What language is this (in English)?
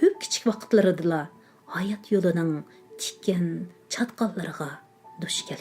Uyghur